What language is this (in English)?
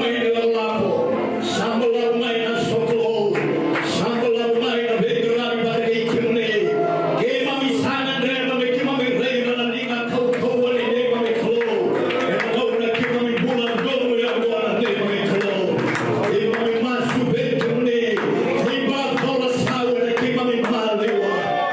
Fijian